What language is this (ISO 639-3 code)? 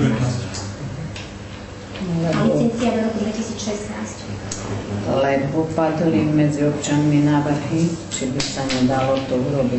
slk